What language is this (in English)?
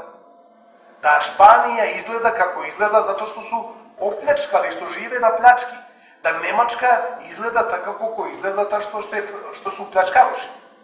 Serbian